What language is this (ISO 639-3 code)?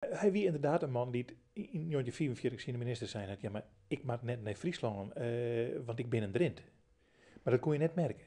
fry